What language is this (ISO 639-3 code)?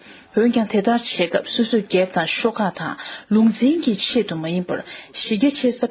bod